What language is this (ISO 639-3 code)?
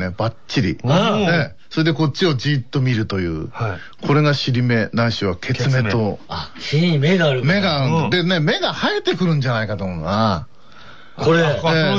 jpn